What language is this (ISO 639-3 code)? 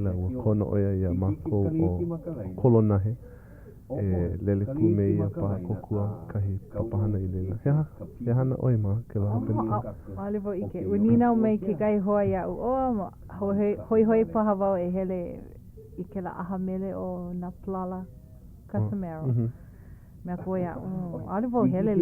haw